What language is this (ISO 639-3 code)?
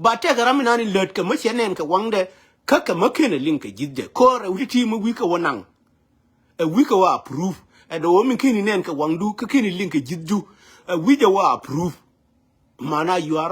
nus